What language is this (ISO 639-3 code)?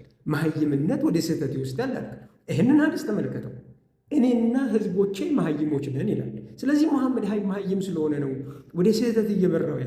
amh